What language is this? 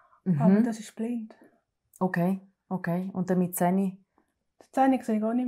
Swiss German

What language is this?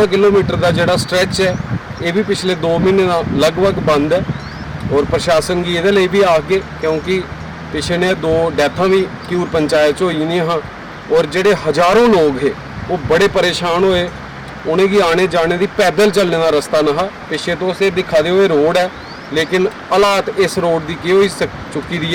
Dogri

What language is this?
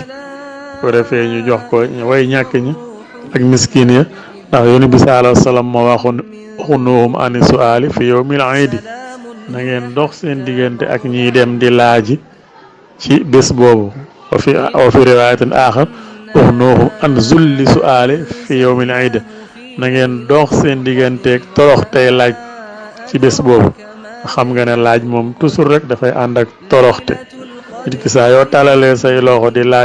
Wolof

